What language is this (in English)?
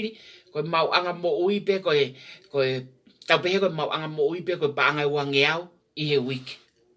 Tongan